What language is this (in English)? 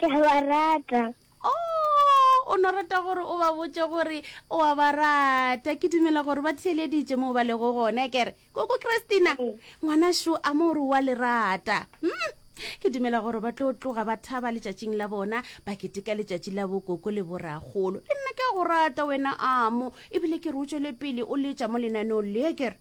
Northern Sotho